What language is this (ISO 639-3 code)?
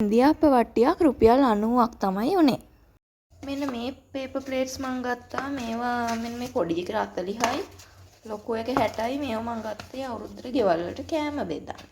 sin